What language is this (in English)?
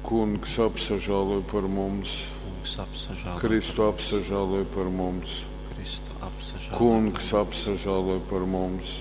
Latgalian